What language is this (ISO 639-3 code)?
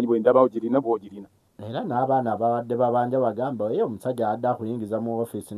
lug